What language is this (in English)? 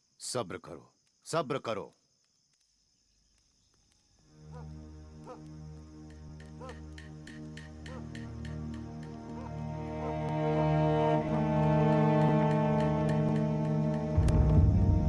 Hindi